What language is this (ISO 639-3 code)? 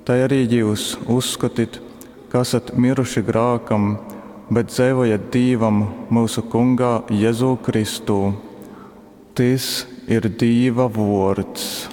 ltg